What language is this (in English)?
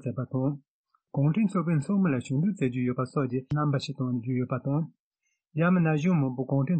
Tibetan